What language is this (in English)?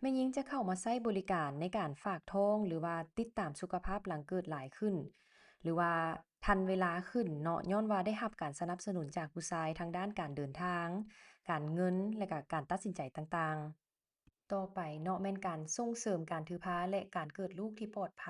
Lao